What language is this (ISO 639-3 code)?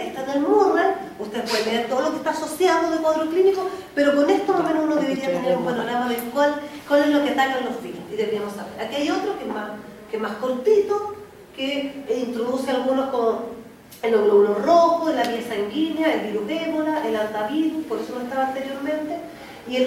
spa